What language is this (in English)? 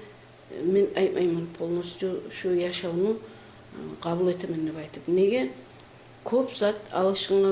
Kumyk